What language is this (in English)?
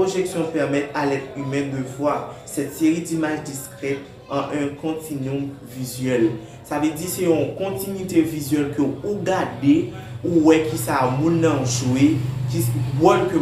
Haitian Creole